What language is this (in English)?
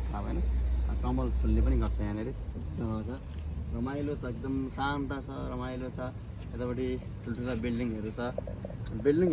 Nepali